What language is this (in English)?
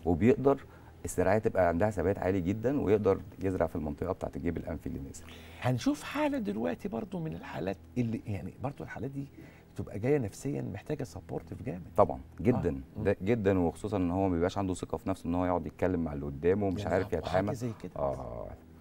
Egyptian Arabic